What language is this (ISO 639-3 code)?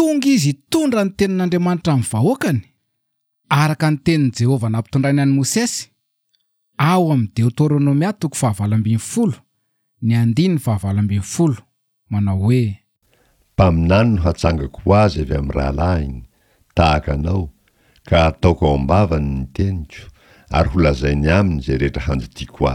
mlg